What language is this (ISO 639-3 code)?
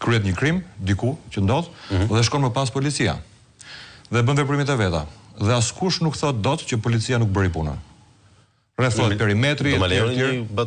sqi